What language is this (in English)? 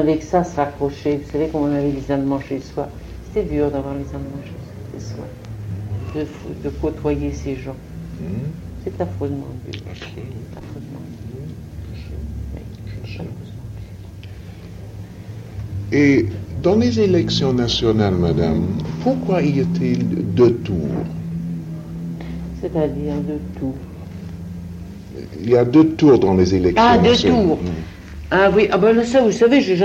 French